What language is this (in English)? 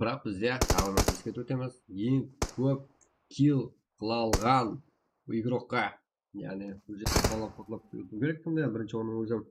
Kara-Kalpak